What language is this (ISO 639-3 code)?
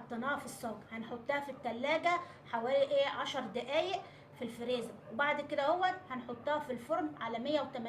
arz